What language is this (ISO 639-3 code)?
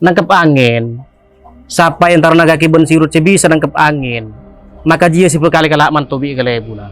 mad